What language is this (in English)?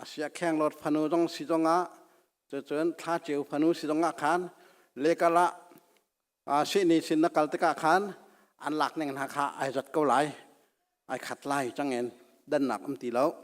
Hakha Chin